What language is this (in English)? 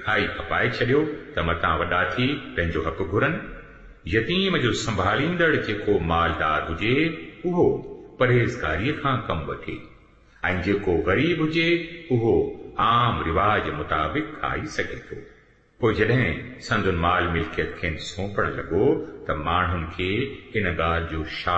Sindhi